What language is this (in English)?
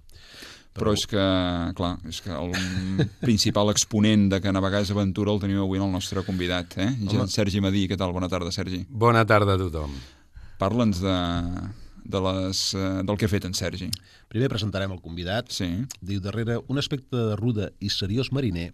Catalan